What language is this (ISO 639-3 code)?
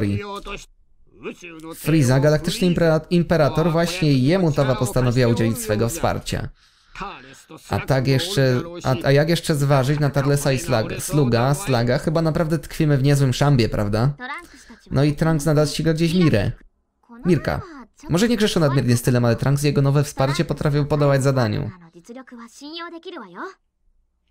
pol